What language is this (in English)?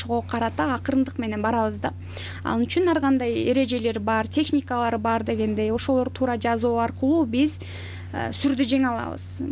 Kyrgyz